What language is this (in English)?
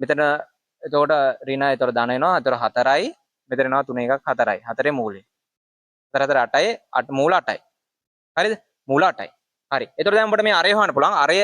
Sinhala